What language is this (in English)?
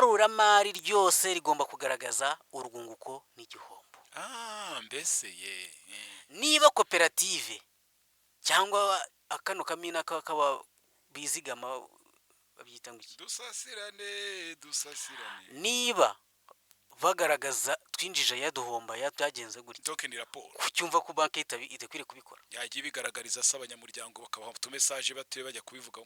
Kinyarwanda